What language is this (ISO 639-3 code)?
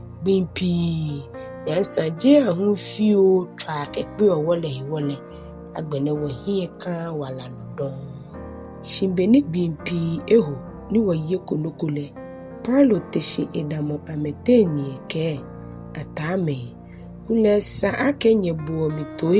gaa